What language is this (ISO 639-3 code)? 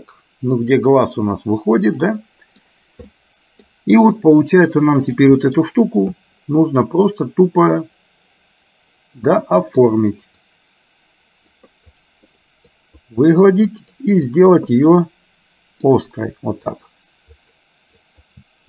rus